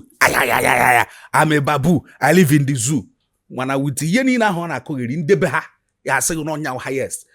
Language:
Igbo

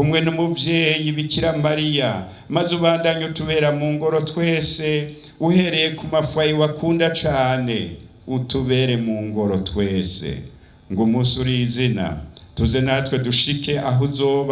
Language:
Rundi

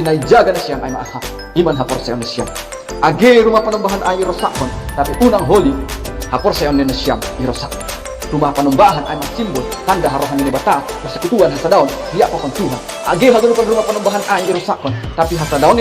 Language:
Batak Simalungun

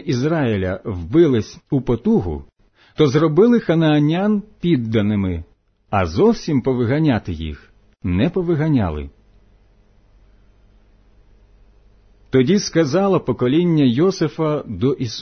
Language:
Ukrainian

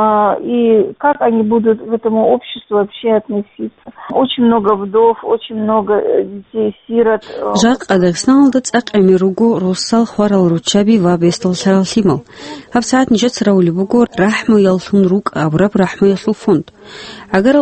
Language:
Avaric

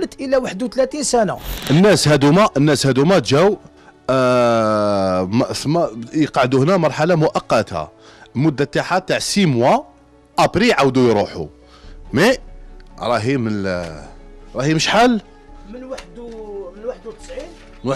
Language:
Algerian Arabic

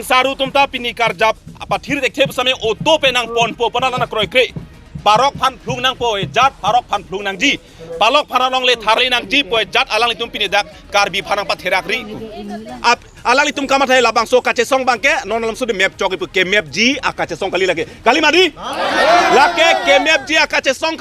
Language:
Karbi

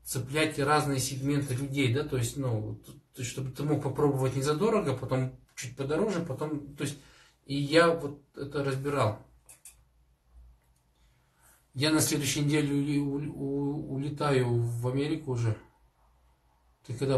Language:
Russian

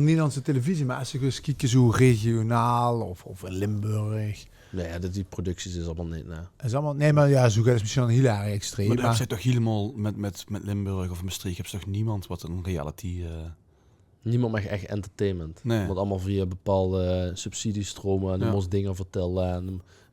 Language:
Limburgish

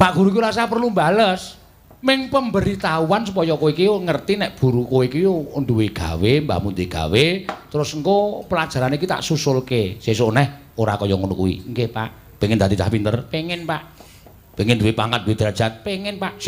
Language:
Javanese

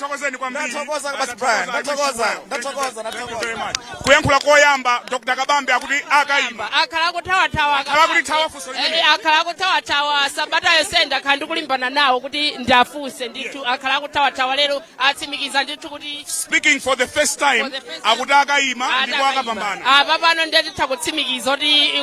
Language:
Nyanja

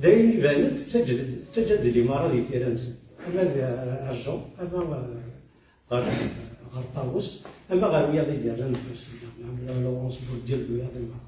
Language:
Kabyle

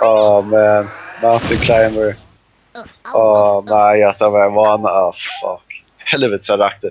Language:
Faroese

